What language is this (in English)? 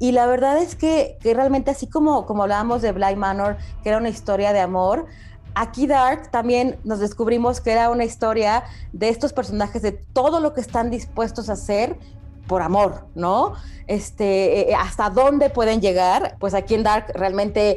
Spanish